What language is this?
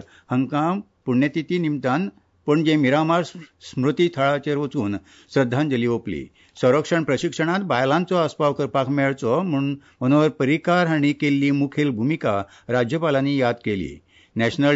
Konkani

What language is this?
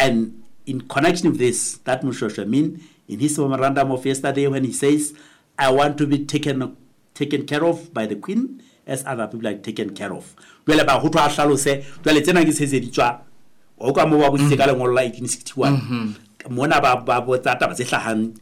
Southern Sotho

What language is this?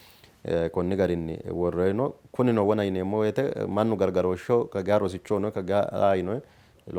Sidamo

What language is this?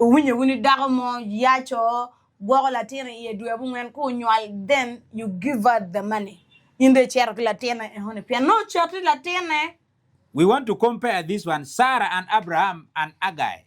Acoli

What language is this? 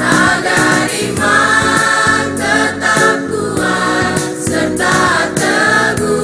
Ambonese Malay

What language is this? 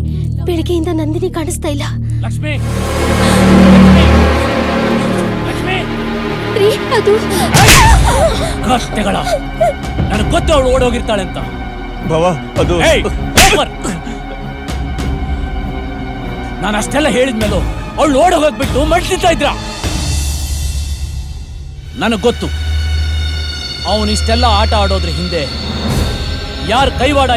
Kannada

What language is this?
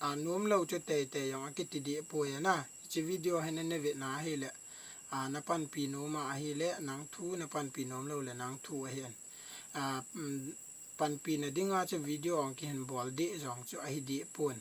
Thado Chin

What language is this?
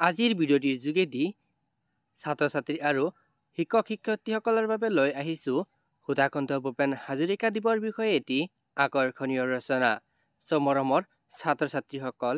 Assamese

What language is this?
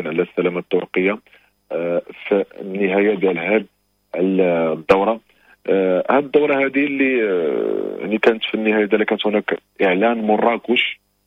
Moroccan Arabic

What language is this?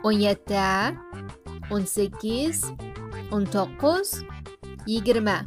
Uyghur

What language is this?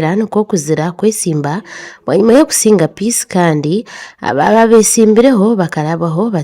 Nyankole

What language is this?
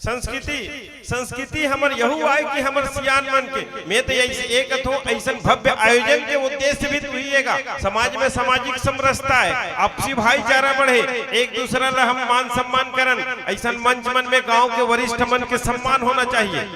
Chhattisgarhi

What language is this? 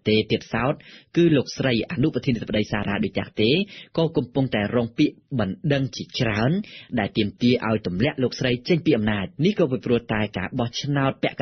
Khmer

